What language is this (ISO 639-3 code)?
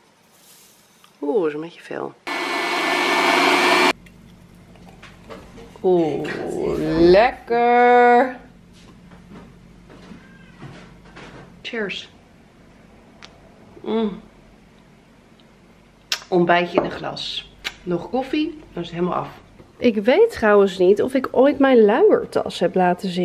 nld